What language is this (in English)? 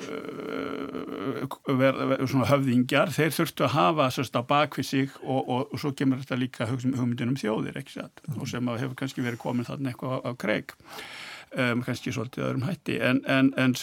Icelandic